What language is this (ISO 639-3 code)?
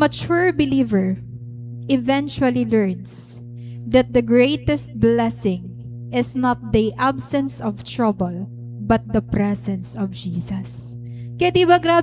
war